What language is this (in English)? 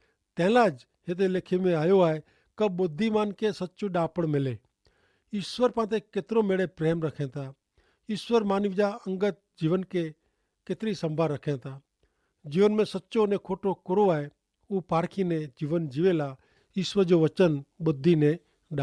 Kachhi